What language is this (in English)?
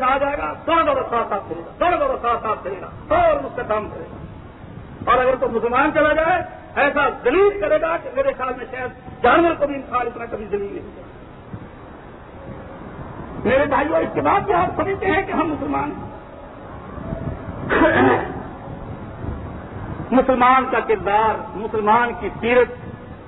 Urdu